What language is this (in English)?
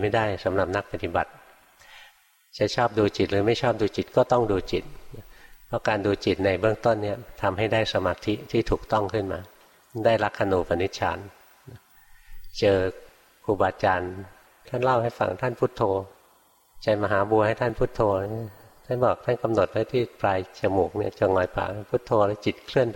Thai